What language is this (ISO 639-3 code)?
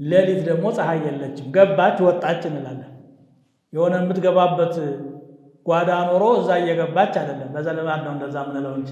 amh